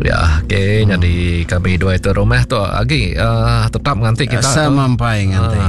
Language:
Iban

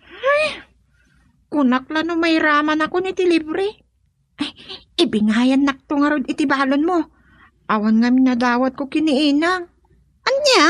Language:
Iloko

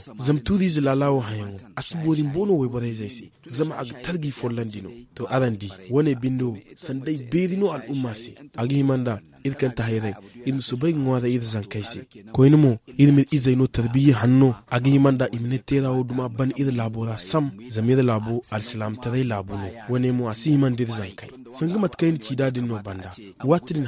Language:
Zarma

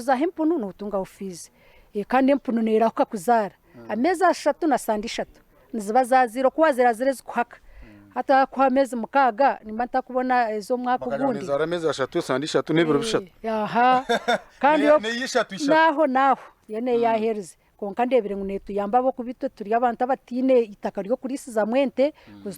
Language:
Nyankole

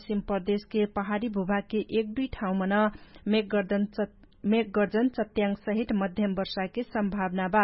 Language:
Dangaura Tharu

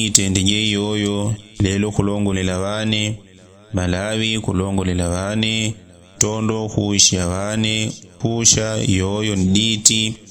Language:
Yao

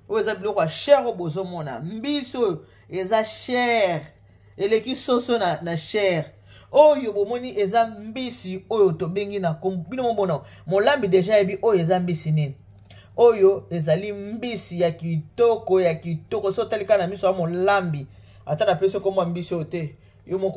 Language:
Lingala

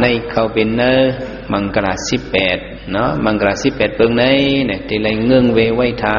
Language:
Shan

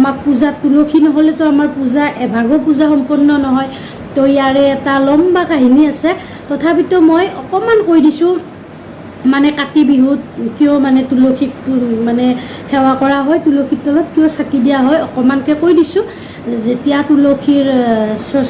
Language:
Assamese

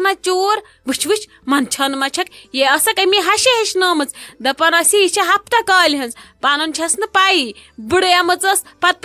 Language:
Kashmiri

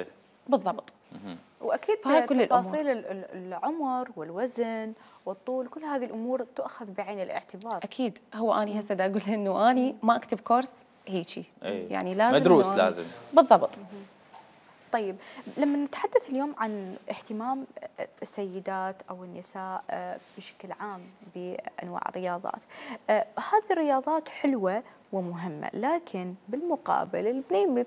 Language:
Mesopotamian Arabic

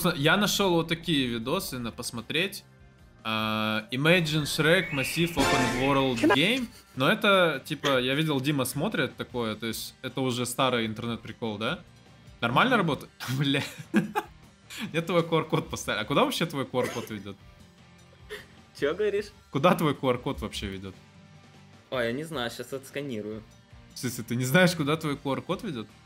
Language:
Russian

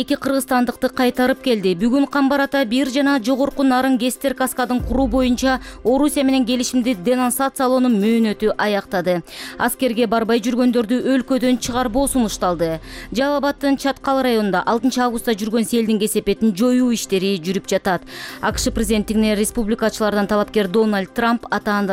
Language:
Kyrgyz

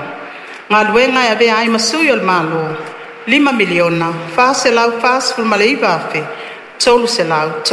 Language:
Samoan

